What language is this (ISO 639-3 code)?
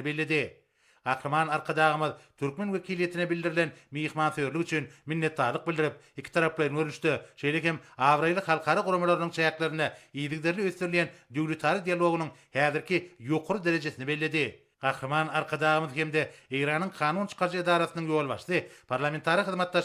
tuk